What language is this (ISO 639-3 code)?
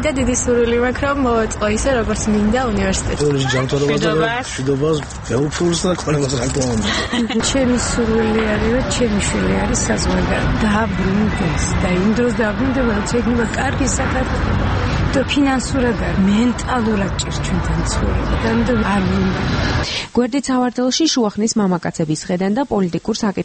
kat